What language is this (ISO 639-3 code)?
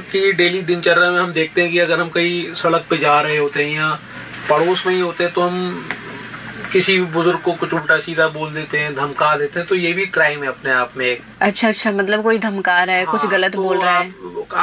hin